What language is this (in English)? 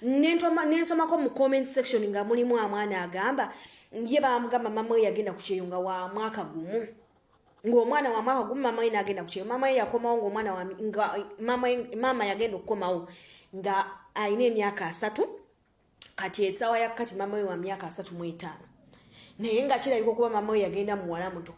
Ganda